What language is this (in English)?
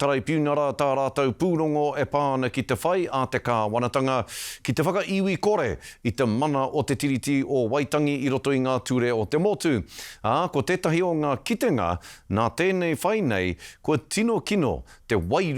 Māori